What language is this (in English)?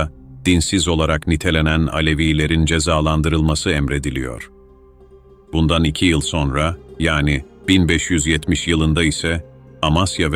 Turkish